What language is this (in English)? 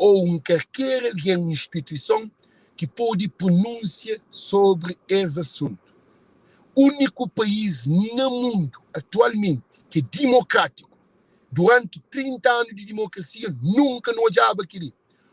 Kabuverdianu